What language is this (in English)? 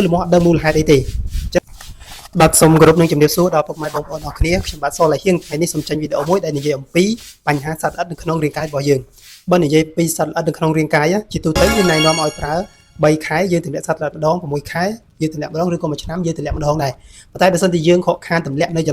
Khmer